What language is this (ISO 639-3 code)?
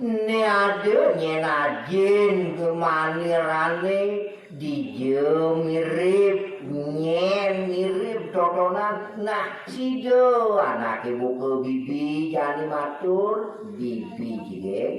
ban